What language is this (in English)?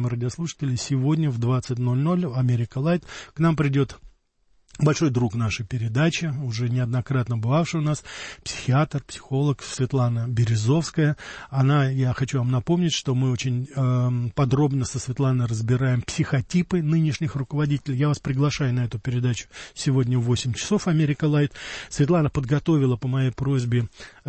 Russian